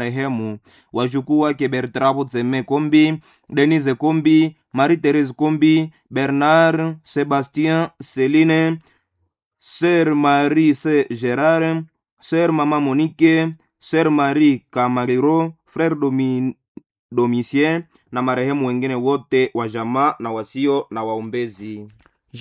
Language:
Swahili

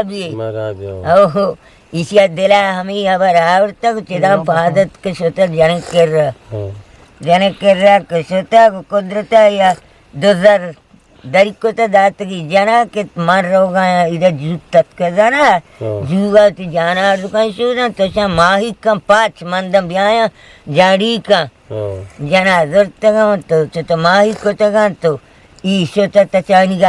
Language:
Eastern Balochi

